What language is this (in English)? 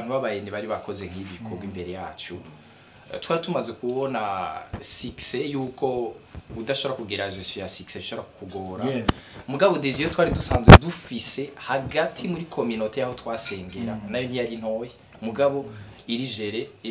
Rundi